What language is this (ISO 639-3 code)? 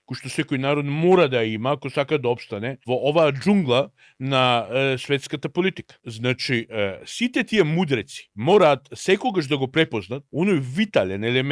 mkd